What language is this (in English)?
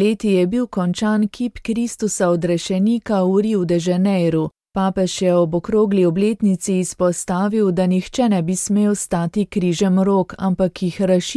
Slovenian